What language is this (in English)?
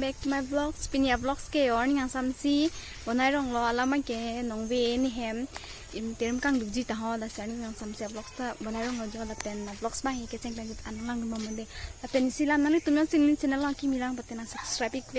Karbi